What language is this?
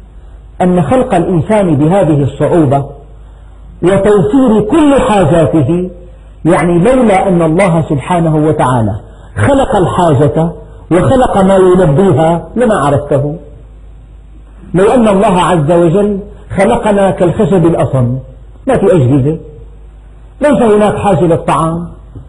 Arabic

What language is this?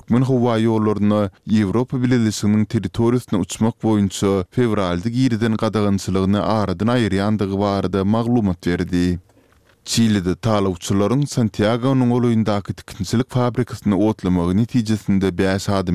Turkmen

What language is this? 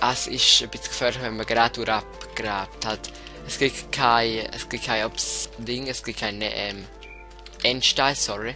Swiss German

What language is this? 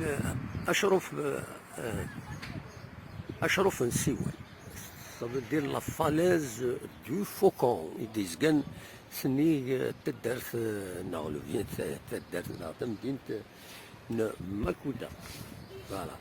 Kabyle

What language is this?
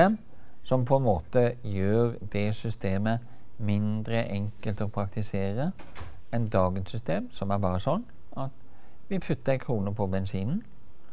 Norwegian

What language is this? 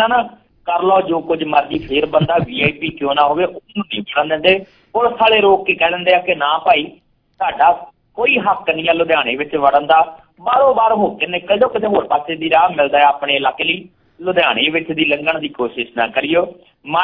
Punjabi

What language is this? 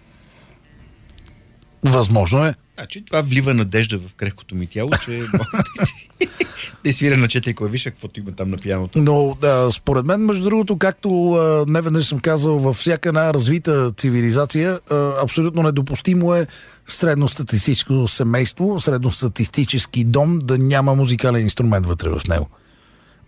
Bulgarian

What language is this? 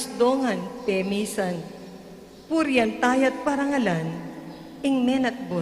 Pampanga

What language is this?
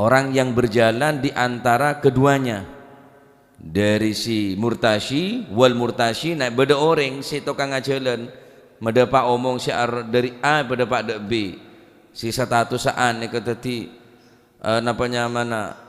Madurese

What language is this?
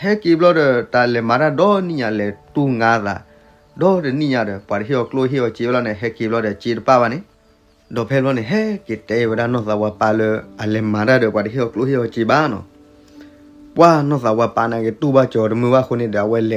S'gaw Karen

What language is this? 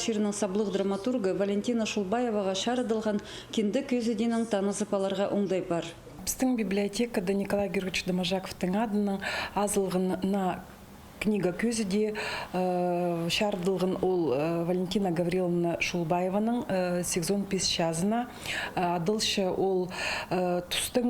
Khakas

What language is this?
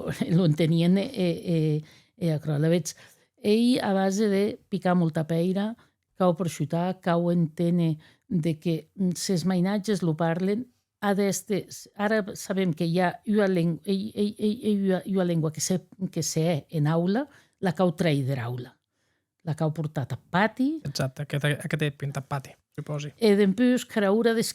Occitan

